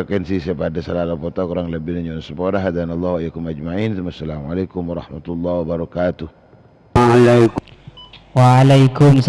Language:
Madurese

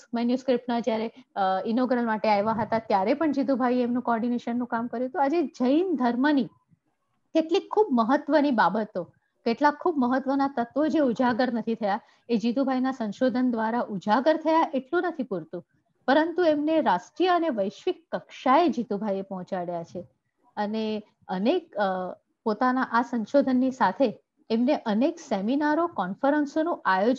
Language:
Gujarati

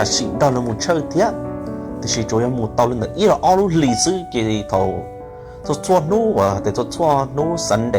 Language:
Hmong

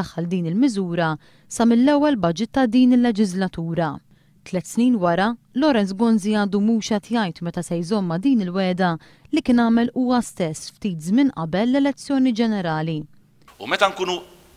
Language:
Maltese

